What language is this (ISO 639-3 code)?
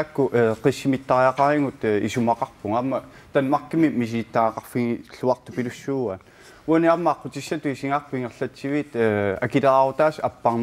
kal